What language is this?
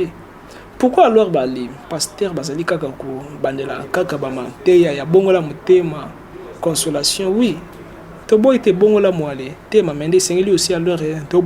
Lingala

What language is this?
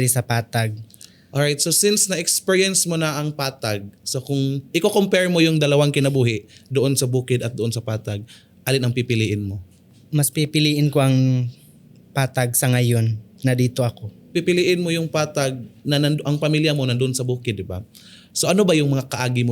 Cebuano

